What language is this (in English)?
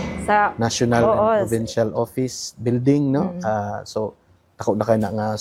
Cebuano